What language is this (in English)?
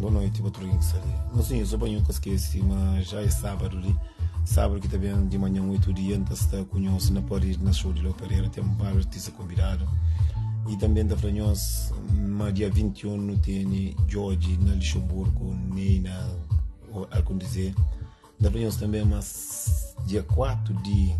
Kabuverdianu